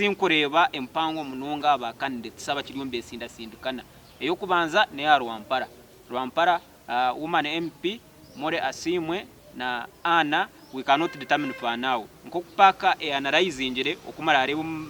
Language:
Nyankole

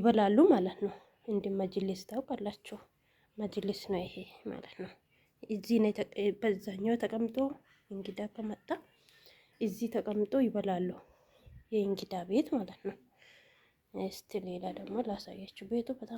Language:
Amharic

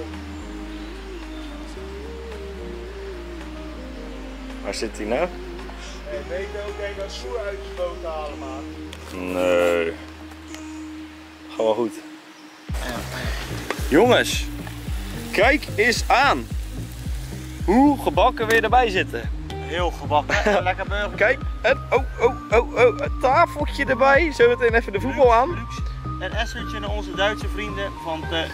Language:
Dutch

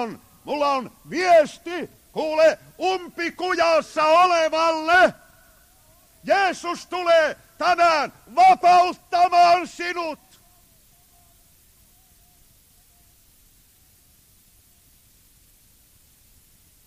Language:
Finnish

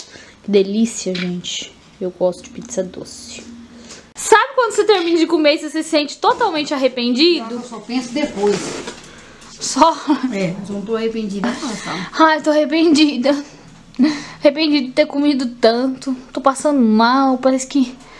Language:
Portuguese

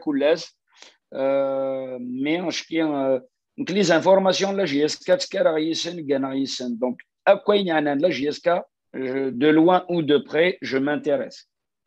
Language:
Kabyle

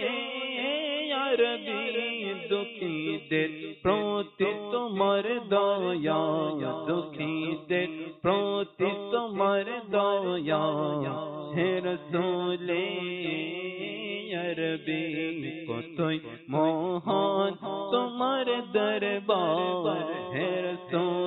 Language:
Bangla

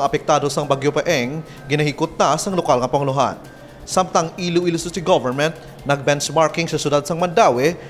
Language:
Hiligaynon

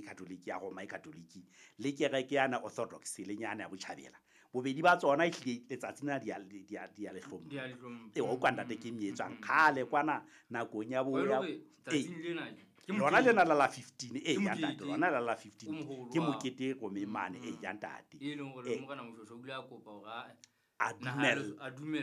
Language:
Southern Sotho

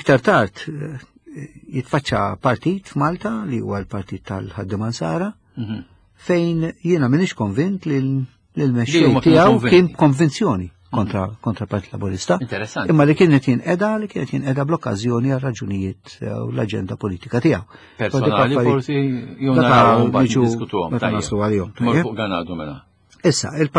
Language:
Maltese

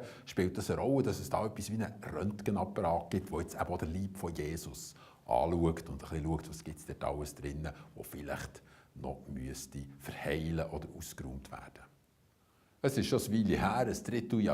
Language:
Swiss German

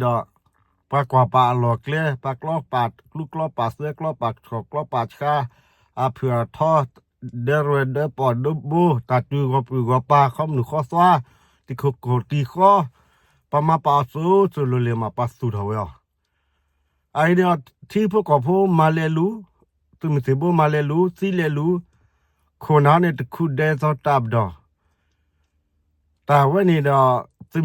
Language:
S'gaw Karen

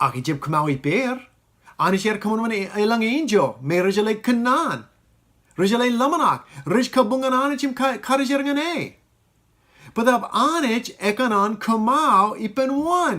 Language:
Marshallese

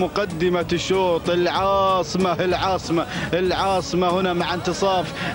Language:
Arabic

